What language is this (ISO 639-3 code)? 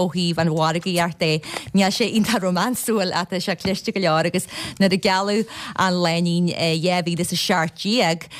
gle